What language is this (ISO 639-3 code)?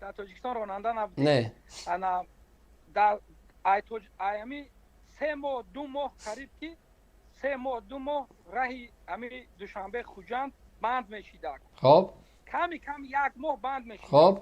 tgk